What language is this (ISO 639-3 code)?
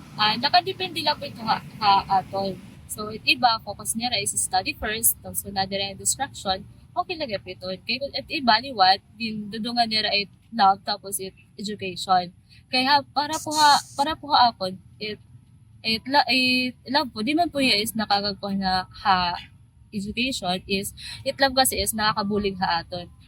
war